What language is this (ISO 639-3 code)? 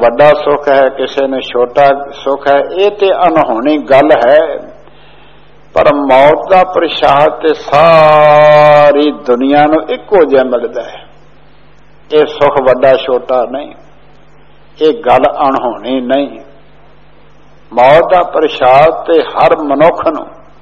pan